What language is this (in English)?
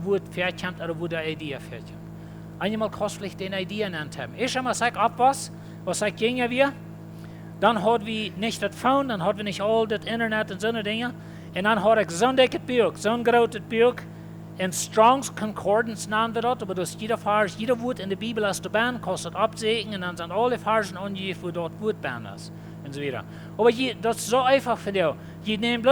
Plautdietsch